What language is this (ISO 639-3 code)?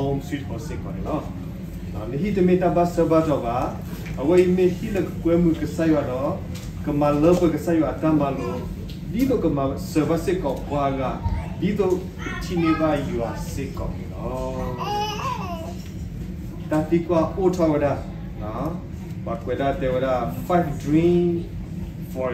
ksw